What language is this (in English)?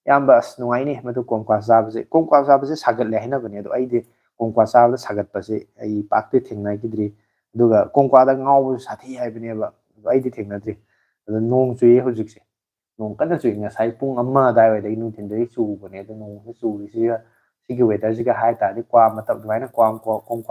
Manipuri